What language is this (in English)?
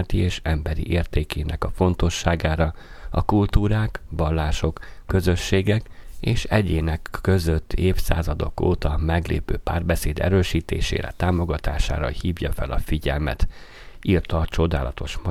Hungarian